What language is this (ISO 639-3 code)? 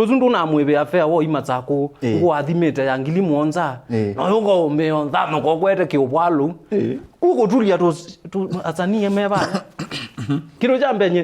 kam